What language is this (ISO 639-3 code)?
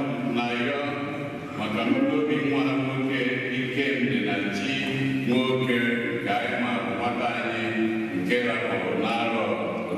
ibo